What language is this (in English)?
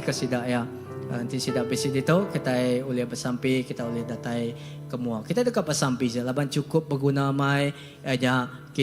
Iban